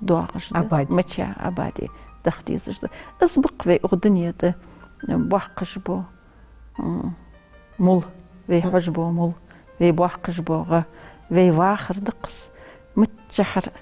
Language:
Ingush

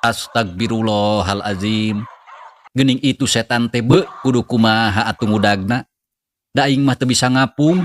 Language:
Sundanese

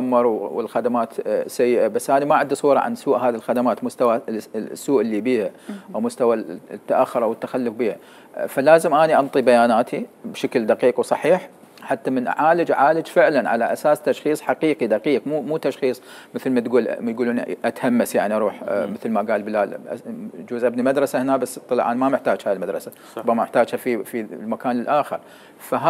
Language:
Mesopotamian Arabic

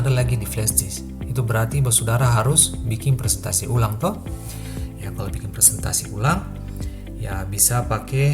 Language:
Ambonese Malay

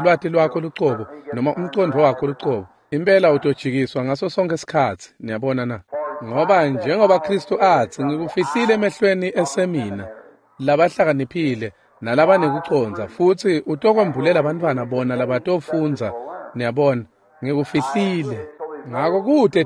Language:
Swati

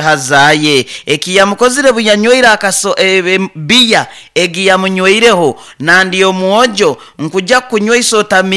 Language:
Nyoro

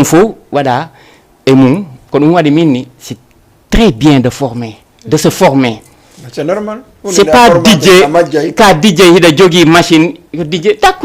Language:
Fula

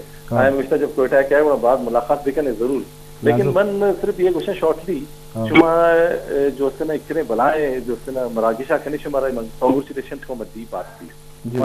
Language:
Baluchi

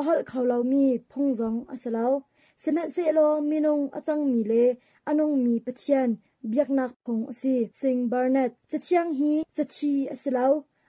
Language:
Hakha Chin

